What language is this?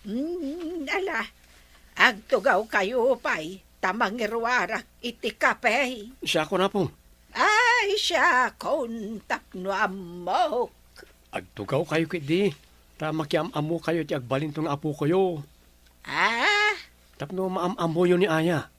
Iloko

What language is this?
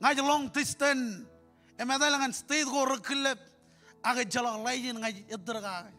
Marshallese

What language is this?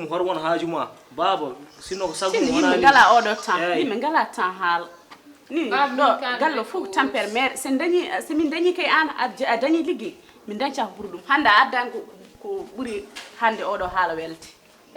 Fula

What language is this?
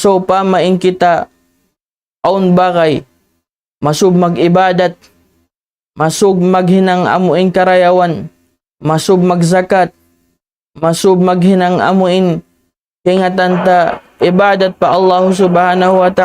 Tausug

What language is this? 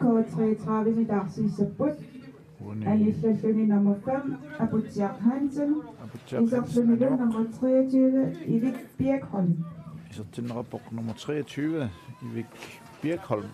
Kalaallisut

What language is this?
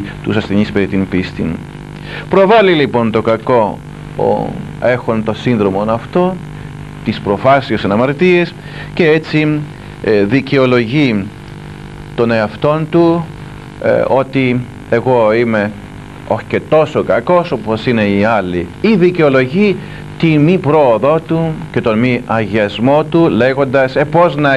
Greek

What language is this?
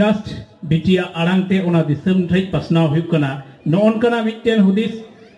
Santali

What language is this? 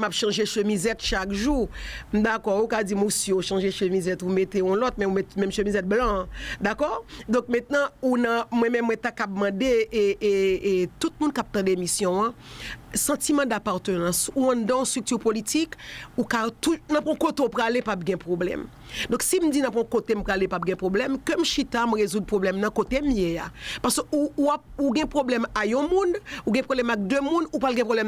Haitian Creole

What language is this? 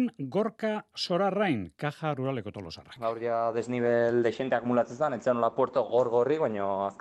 Basque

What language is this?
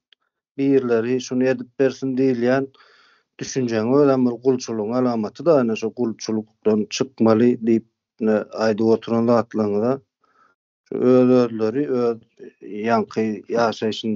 Turkmen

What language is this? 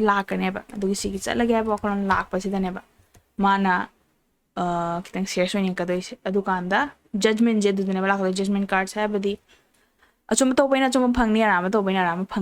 Manipuri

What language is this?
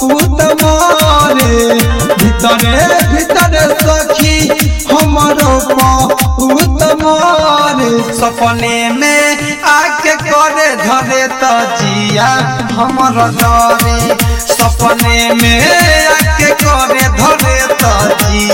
Bhojpuri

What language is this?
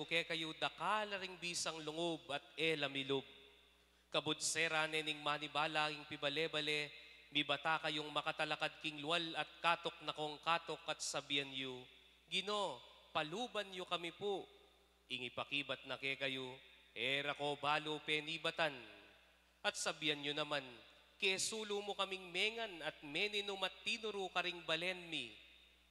Pampanga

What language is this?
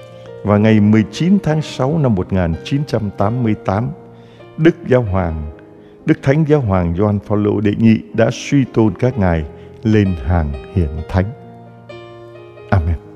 Vietnamese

